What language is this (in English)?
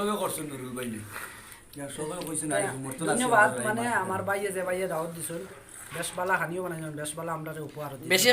Sylheti